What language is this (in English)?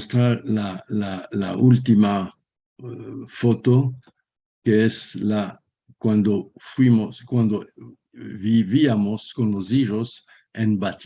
Ladino